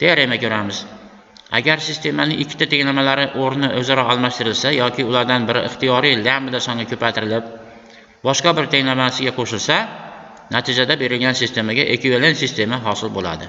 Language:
Uzbek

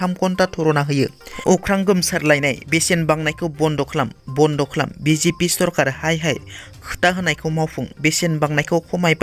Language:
Bodo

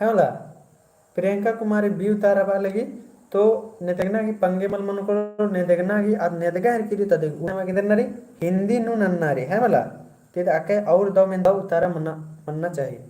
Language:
Kurukh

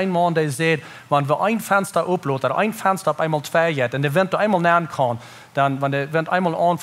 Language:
Plautdietsch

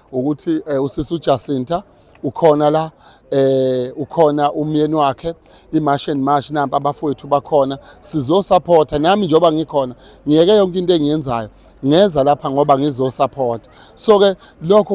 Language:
Zulu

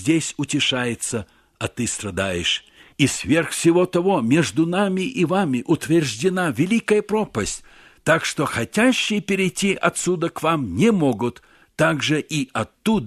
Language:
Russian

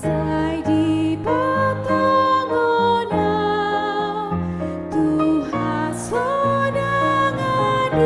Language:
Batak Toba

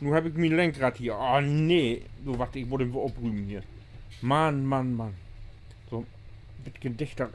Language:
Low German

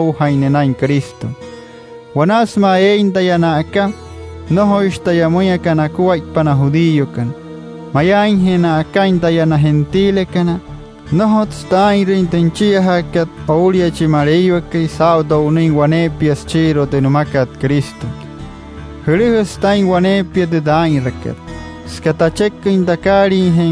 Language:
Wayuu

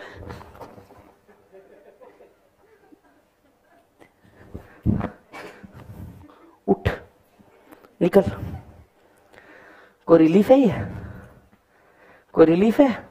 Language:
Hindi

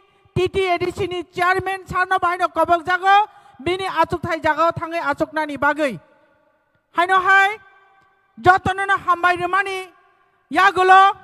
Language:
Kok Borok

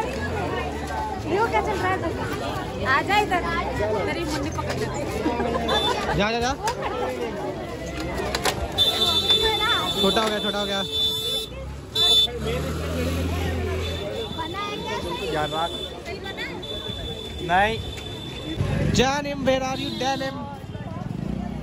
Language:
Hindi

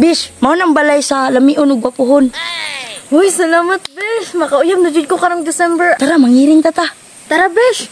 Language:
Cebuano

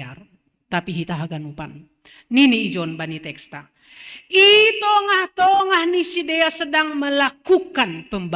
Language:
Batak Simalungun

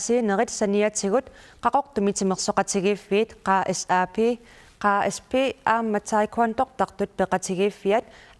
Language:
Kalaallisut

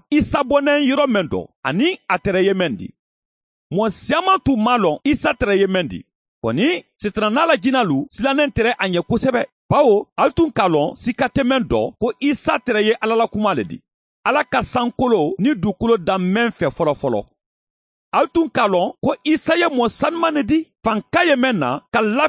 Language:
Mandingo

